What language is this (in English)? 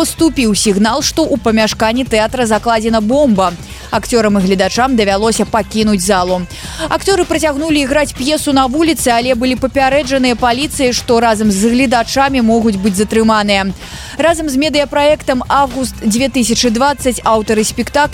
Belarusian